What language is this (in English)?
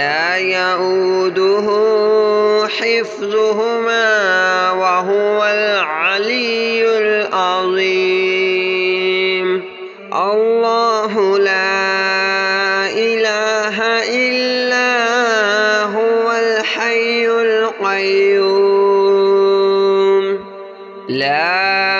Arabic